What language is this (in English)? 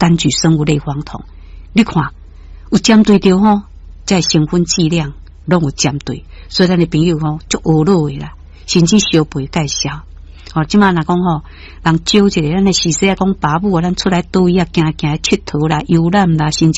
Min Nan Chinese